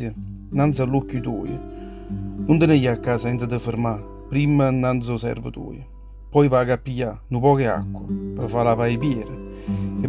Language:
Neapolitan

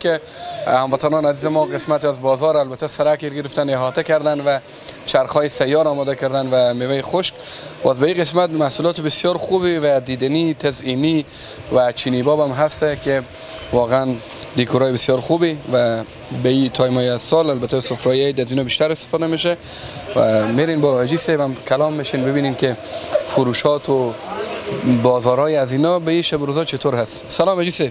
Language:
Persian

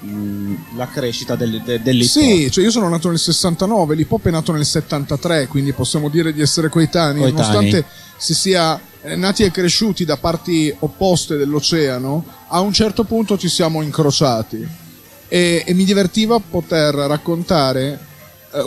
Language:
Italian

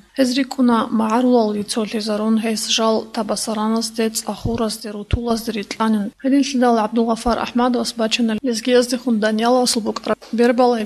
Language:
Avaric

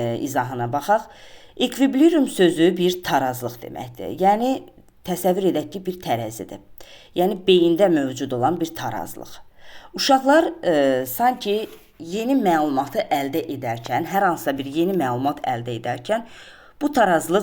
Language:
Azerbaijani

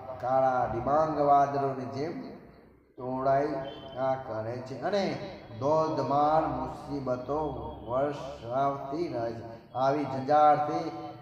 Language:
Gujarati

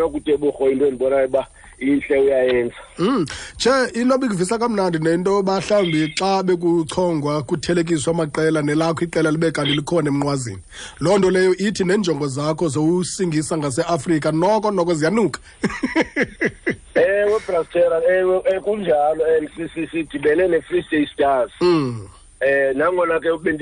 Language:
Xhosa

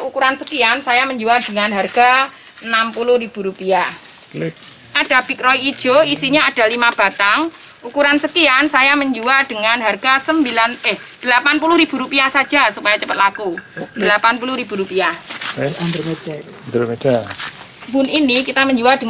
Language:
Indonesian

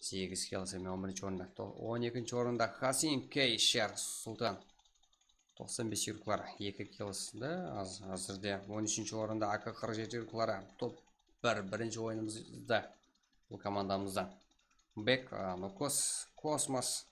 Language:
Kara-Kalpak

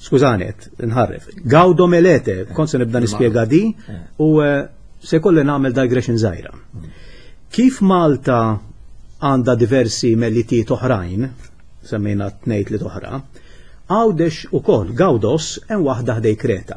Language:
Maltese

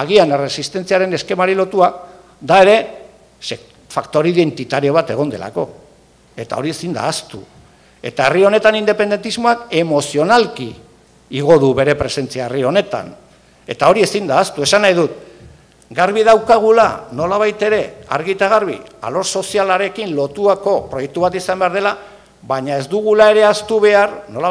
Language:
Basque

